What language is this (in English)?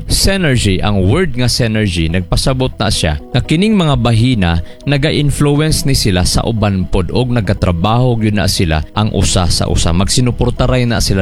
Cebuano